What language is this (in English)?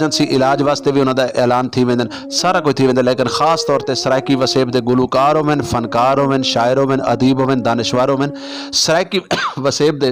Saraiki